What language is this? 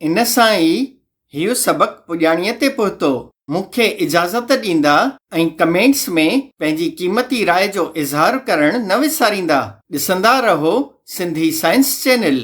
Sindhi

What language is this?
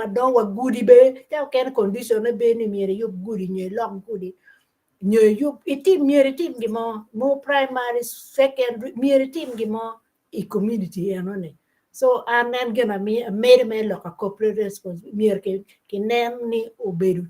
Acoli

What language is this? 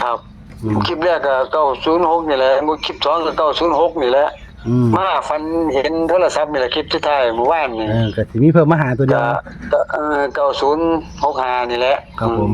Northeastern Thai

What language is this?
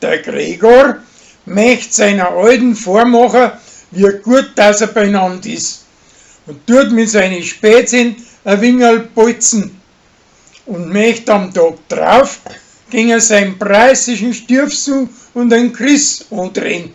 Bavarian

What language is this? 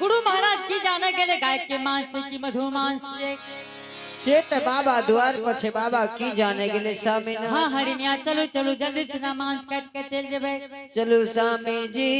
Angika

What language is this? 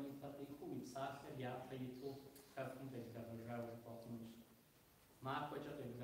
Kabardian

